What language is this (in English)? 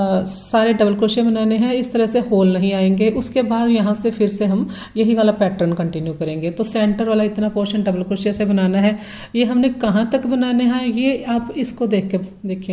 Hindi